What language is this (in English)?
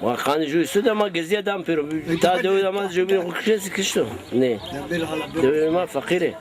Zaza